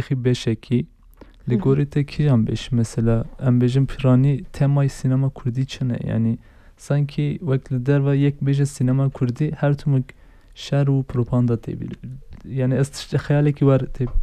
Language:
Kurdish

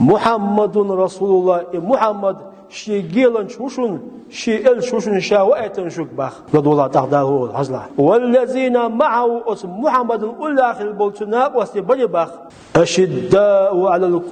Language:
Chechen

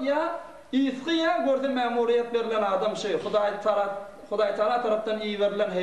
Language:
Turkmen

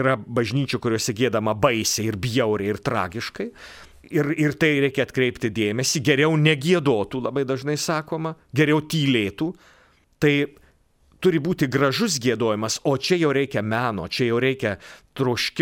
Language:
Lithuanian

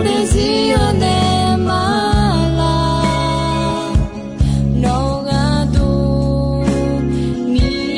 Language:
Akha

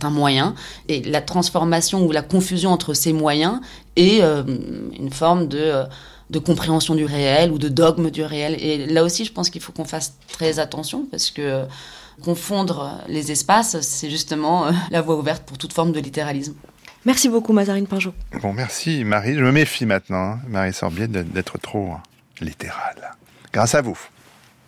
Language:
French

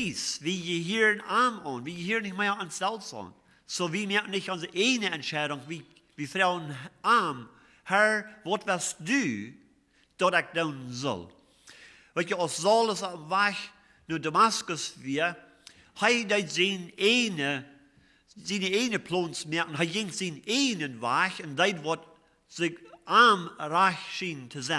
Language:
Plautdietsch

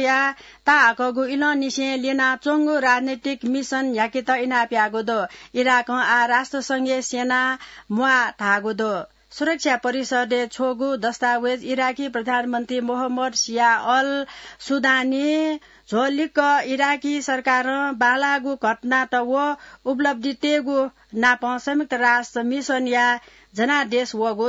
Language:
Newari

